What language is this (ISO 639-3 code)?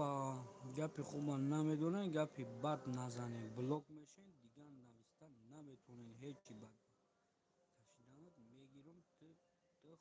tgk